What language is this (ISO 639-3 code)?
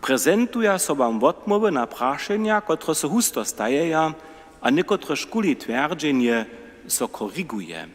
hsb